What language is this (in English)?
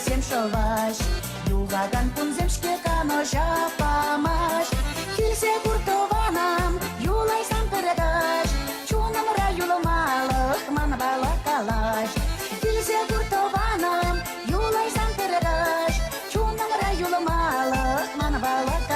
Chuvash